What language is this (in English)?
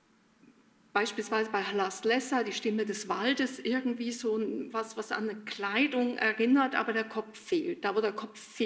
German